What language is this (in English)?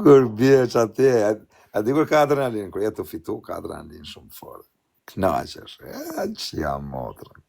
Albanian